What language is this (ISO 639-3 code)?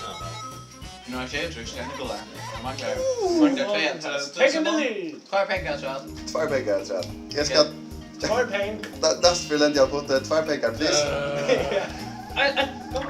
fao